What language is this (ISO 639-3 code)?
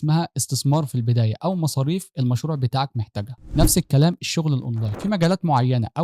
arz